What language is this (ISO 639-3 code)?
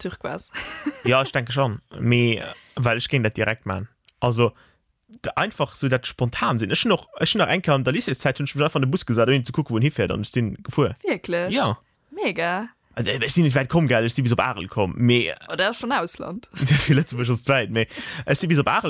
ltz